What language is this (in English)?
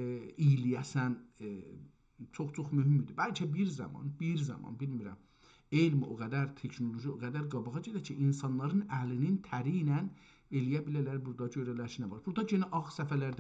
South Azerbaijani